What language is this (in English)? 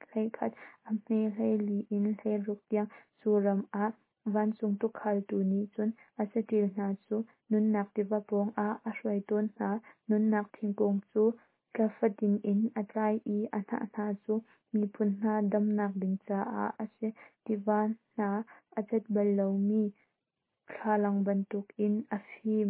Hakha Chin